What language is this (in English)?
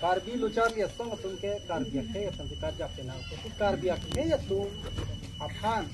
Karbi